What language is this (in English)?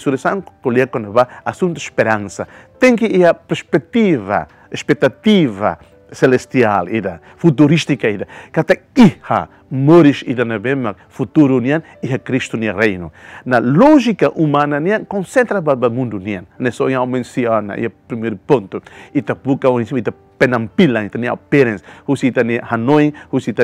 Tetum